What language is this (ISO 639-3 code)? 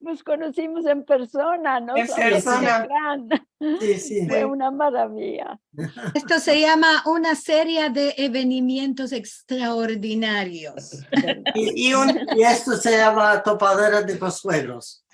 lad